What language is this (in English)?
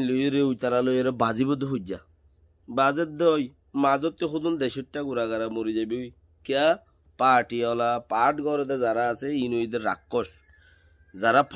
Rohingya